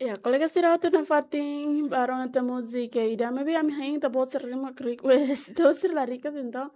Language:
Tetum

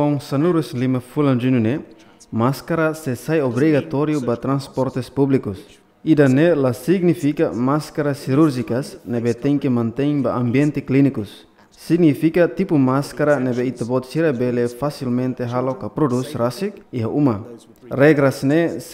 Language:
Tetum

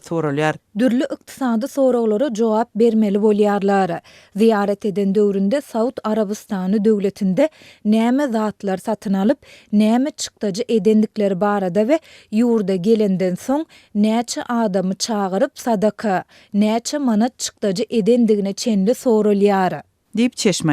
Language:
Turkmen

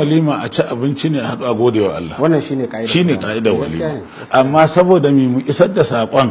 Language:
Hausa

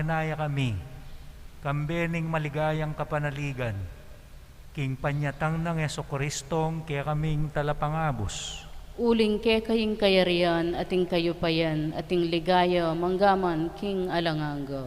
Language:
Pampanga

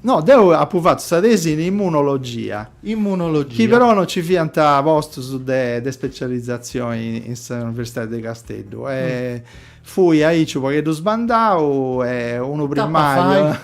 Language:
Sardinian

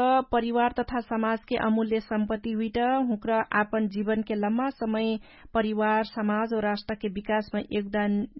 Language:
Dangaura Tharu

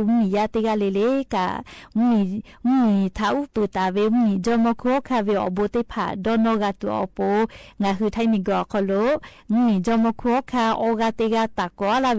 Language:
Lahu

